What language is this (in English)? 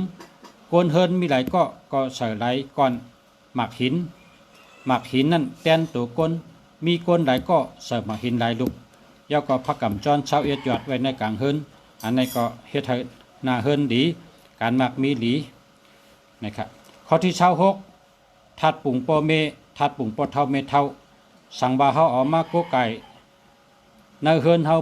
Shan